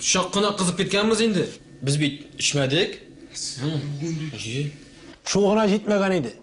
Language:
Tatar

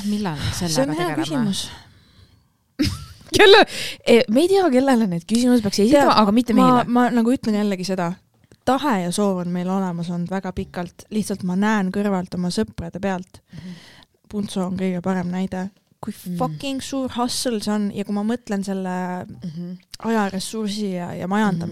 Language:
Estonian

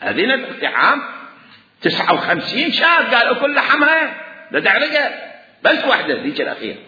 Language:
Mesopotamian Arabic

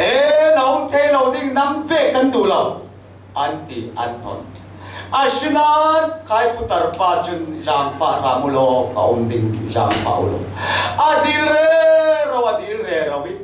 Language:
Falam Chin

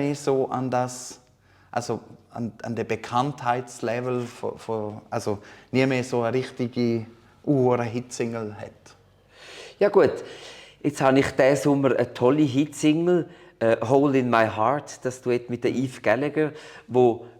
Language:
Swiss German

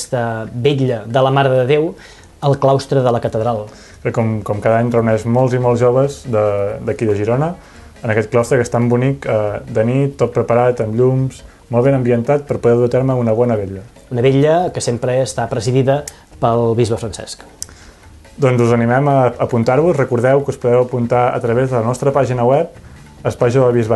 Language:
Catalan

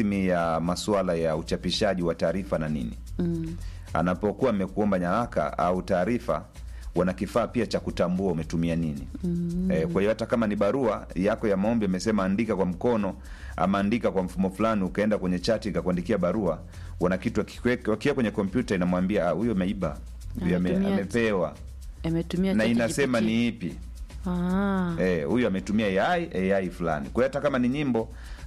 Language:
Swahili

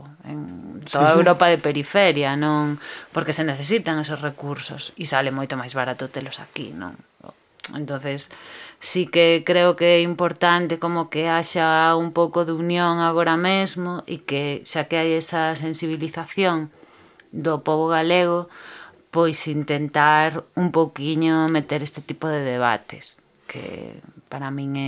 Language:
Galician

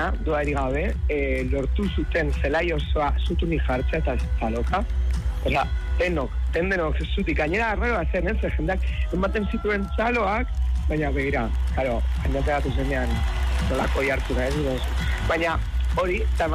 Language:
Basque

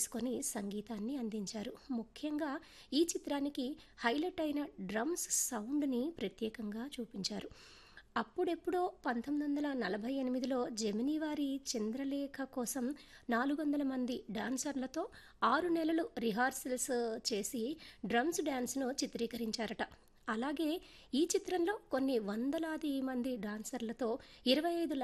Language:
Telugu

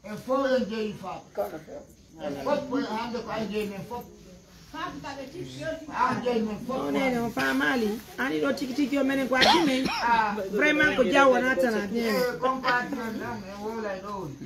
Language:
Pular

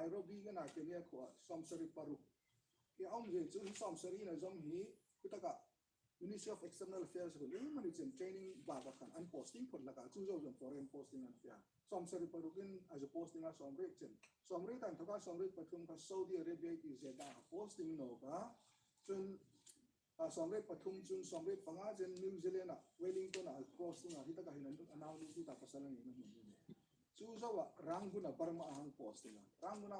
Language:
Hmar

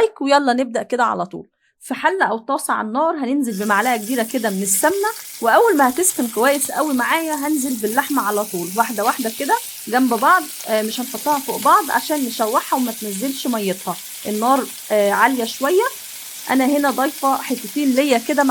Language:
Egyptian Arabic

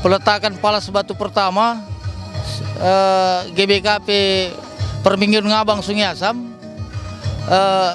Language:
Batak Karo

